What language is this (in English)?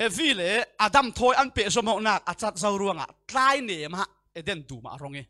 Falam Chin